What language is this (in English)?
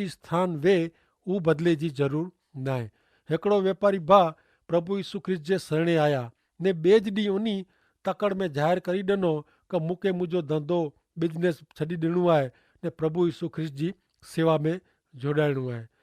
Kachhi